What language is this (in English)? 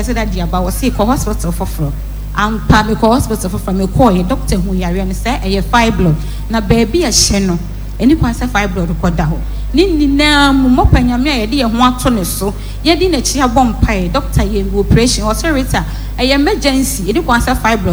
Akan